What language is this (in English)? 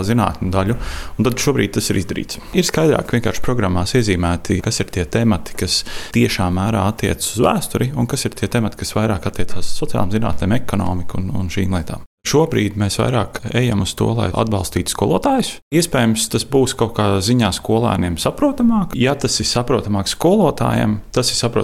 Latvian